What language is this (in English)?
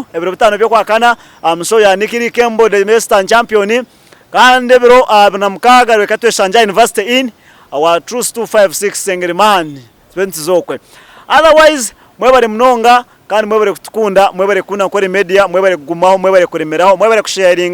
Nyankole